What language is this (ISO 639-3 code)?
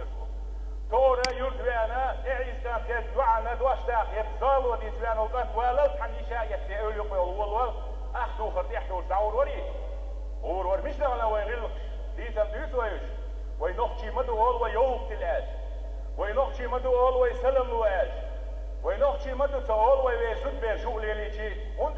che